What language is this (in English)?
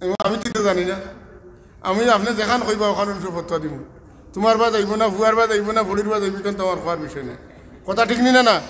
Sylheti